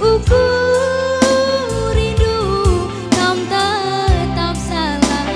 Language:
Batak Karo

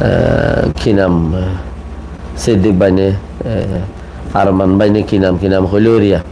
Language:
Rohingya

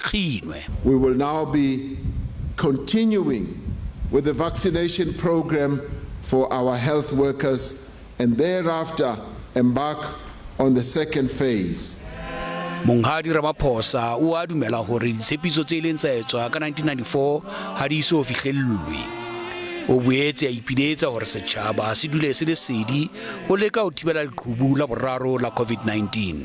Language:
Southern Sotho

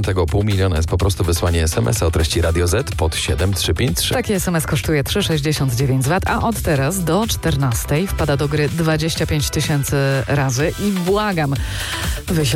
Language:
Polish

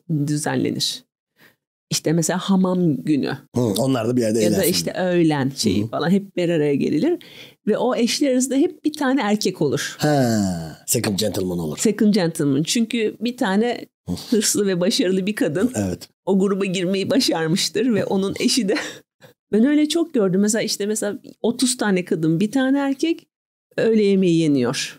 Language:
Turkish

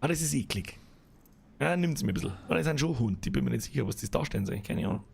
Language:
Bavarian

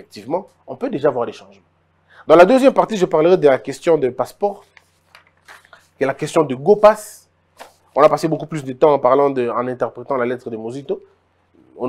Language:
French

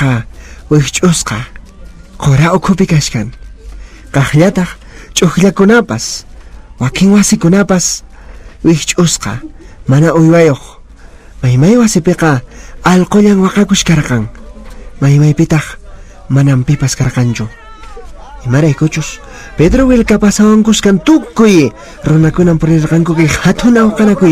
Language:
Quechua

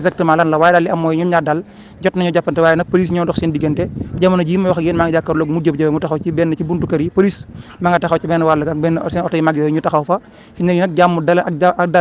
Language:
Wolof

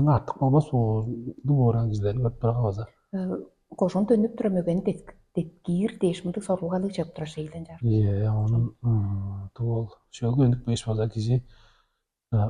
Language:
Tuvinian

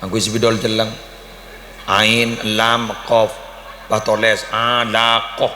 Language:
Madurese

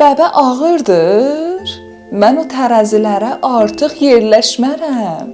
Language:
South Azerbaijani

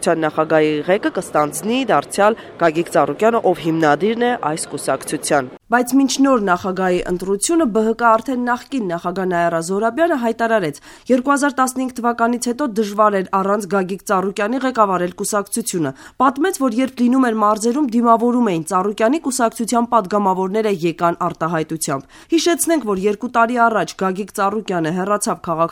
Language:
Armenian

